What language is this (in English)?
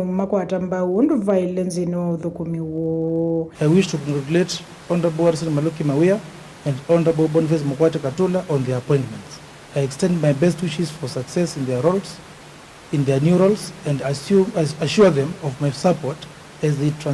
Kamba